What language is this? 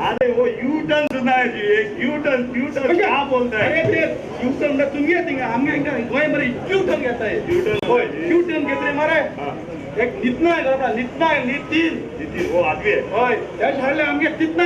Konkani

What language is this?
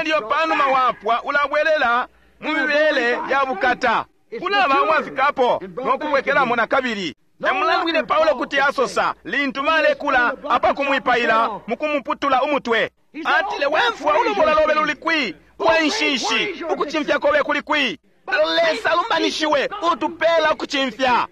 Bemba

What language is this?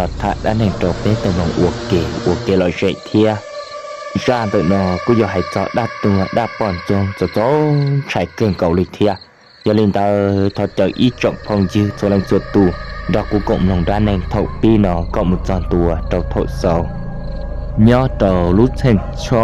Hmong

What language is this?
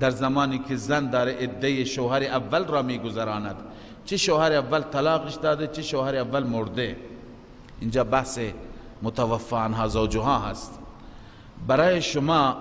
Persian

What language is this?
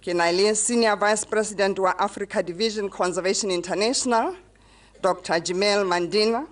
Tswana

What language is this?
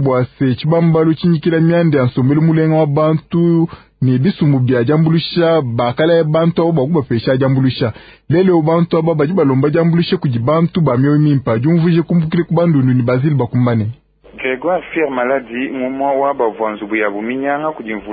Luba-Lulua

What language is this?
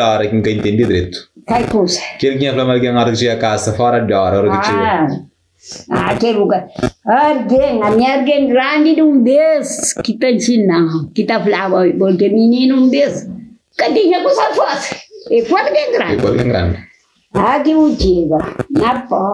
Kabuverdianu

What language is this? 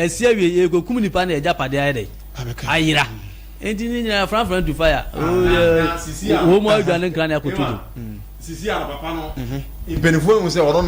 Akan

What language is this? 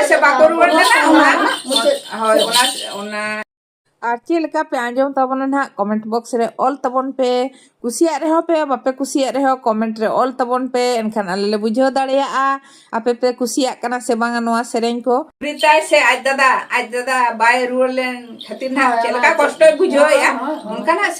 Santali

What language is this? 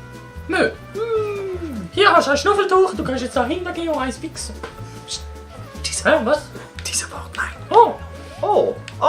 Swiss German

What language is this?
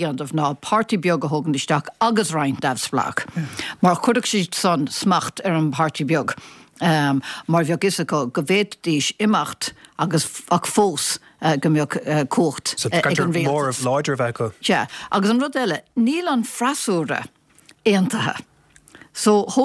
Irish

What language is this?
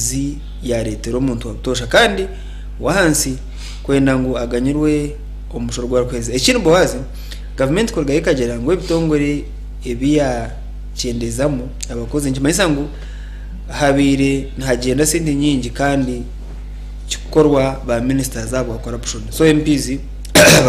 Nyankole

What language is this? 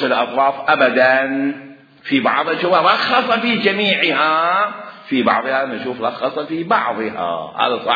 Mesopotamian Arabic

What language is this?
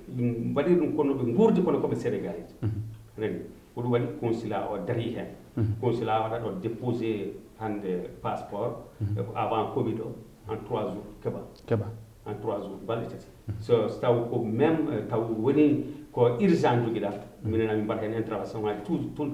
Fula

